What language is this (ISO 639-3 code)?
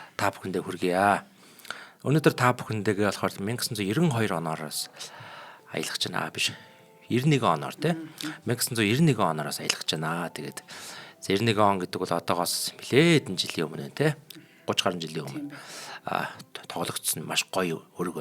mon